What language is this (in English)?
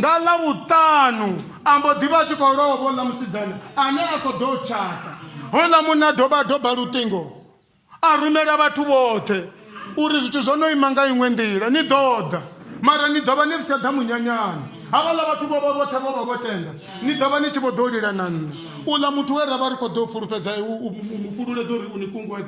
Venda